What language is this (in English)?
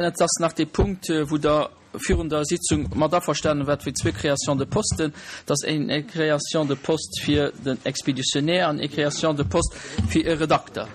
Luxembourgish